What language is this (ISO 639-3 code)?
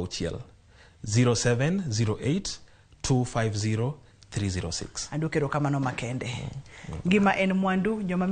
luo